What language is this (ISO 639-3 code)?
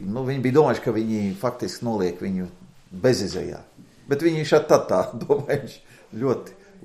lav